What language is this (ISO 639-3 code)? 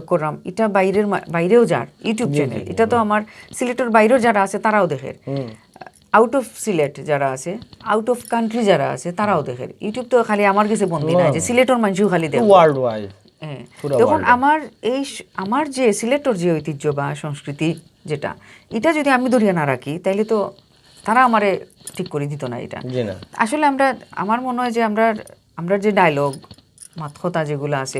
syl